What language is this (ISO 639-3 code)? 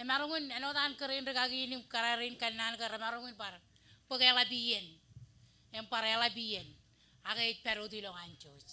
mah